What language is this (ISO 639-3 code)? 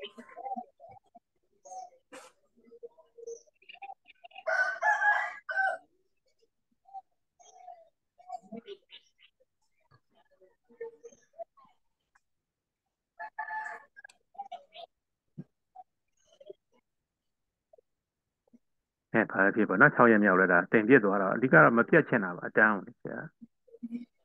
mya